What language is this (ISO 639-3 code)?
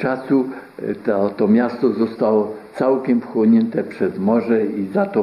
pol